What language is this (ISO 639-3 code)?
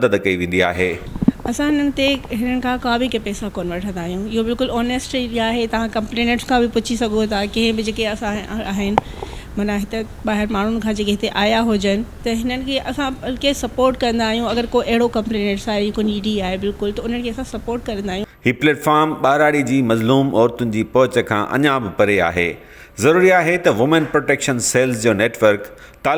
snd